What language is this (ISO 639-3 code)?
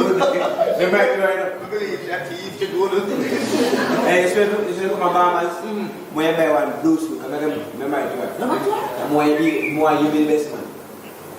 jam